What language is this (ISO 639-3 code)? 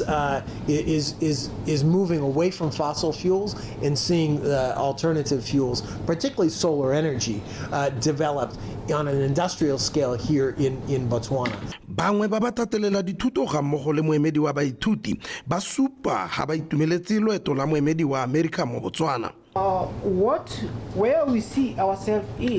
tsn